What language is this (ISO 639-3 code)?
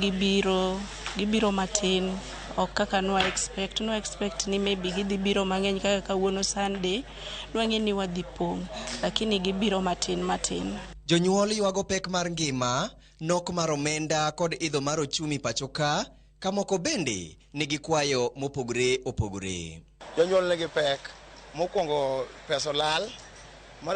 luo